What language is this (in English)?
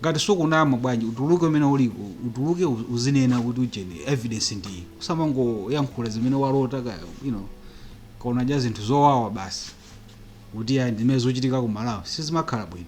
Nyanja